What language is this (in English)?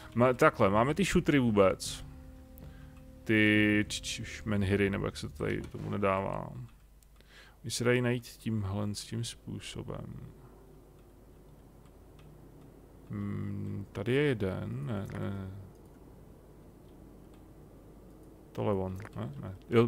Czech